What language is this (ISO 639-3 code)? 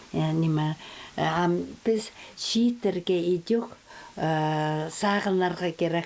kjh